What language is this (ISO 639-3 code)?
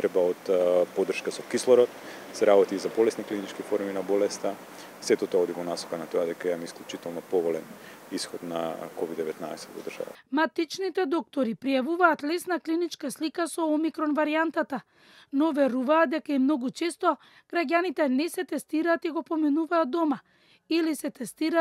mkd